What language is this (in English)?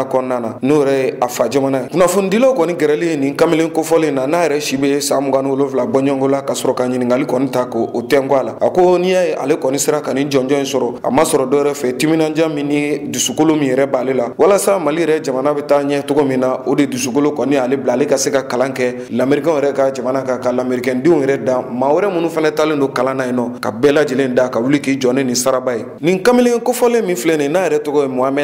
Bambara